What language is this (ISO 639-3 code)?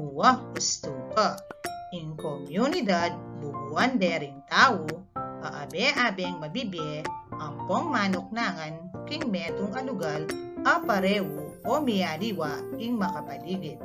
pam